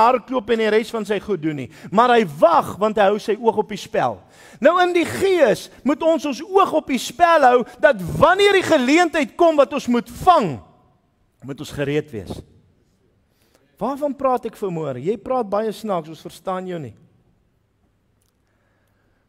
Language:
Afrikaans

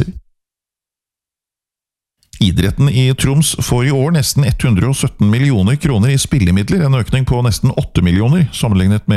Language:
Norwegian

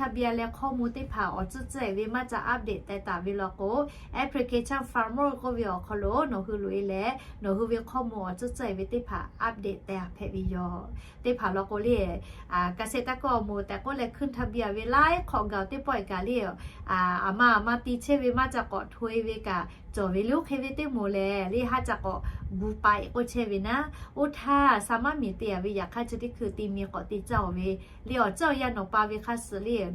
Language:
Lahu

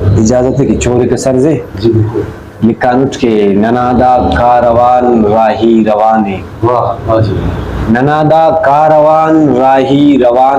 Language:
Brahui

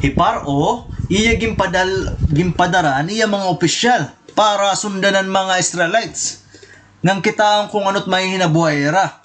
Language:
Waray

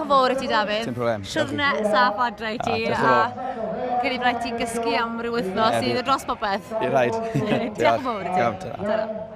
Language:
Welsh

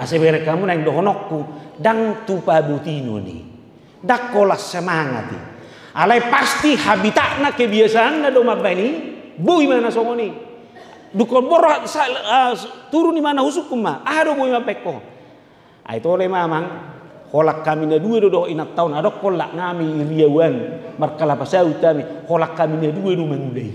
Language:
Batak Toba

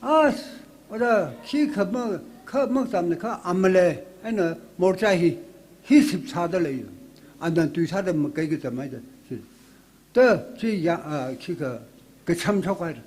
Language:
Tangkhul Naga (India)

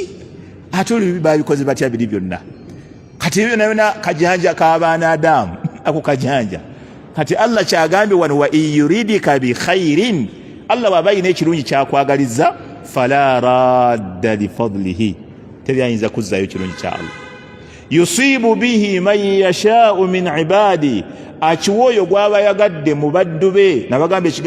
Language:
Ganda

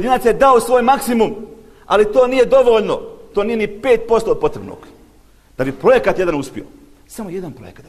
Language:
Bosnian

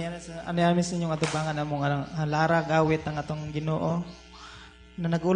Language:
Cebuano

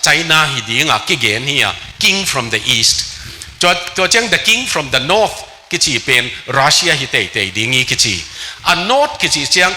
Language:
Tedim Chin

